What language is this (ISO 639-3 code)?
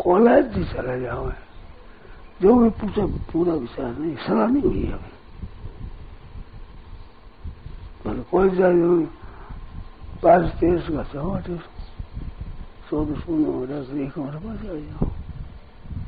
hin